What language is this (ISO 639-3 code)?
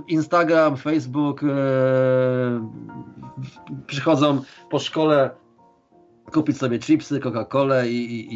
pol